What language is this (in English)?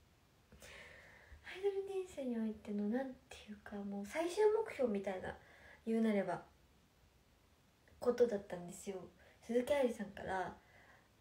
Japanese